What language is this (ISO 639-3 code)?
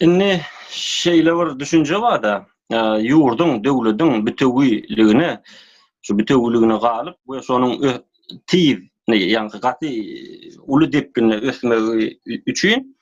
tuk